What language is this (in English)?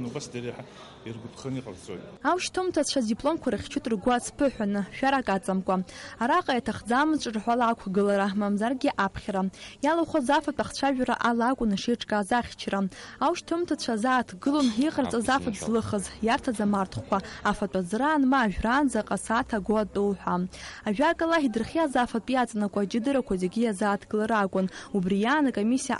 Abkhazian